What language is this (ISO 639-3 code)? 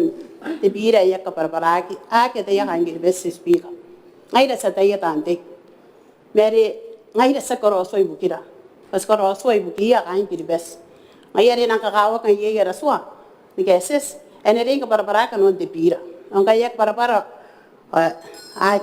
gil